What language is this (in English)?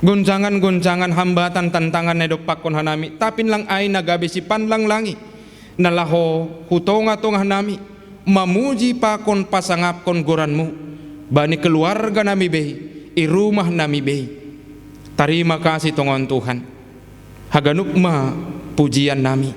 Batak Simalungun